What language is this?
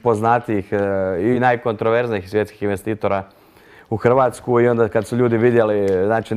Croatian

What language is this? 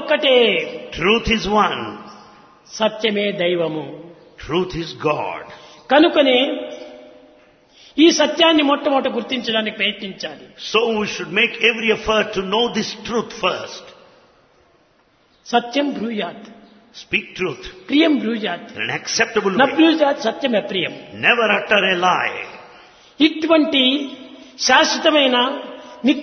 Telugu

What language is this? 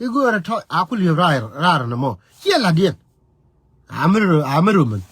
Nuer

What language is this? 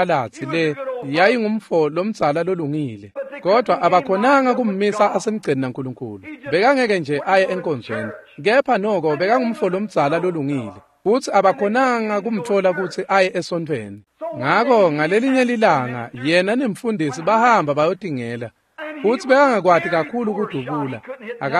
Swati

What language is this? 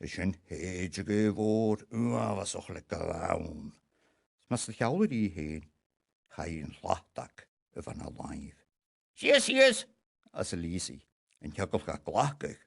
Scottish Gaelic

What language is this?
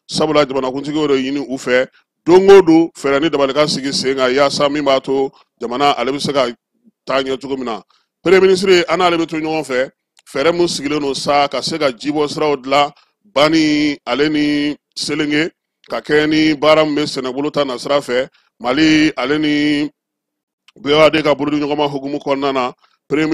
Bambara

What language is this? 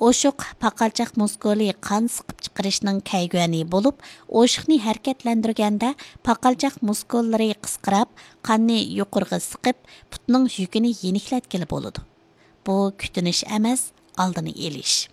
Uyghur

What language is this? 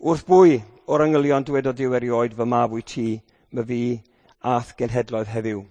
Welsh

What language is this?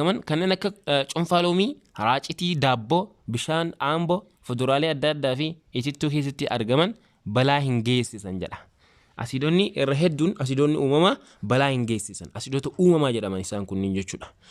Oromo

